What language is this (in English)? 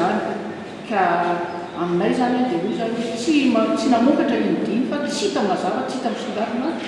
Malagasy